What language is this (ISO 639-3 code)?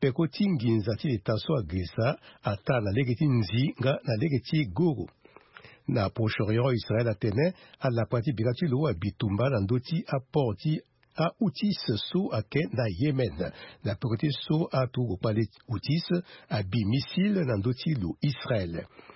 sag